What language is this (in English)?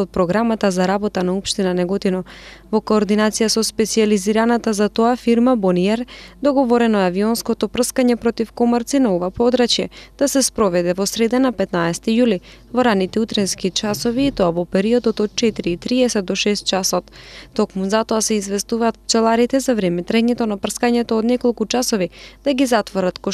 Macedonian